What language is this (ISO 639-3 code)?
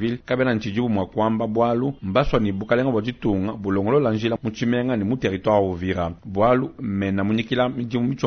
lua